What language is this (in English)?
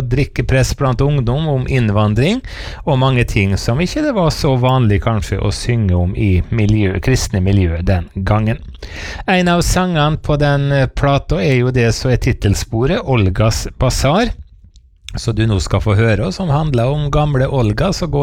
Norwegian